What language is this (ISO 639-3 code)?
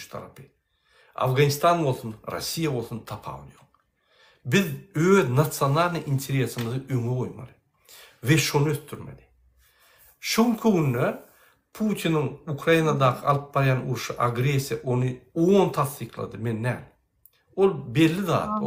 tuk